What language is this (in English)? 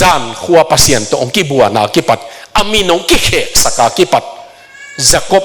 Tedim Chin